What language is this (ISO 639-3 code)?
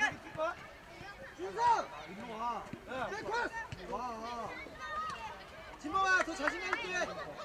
kor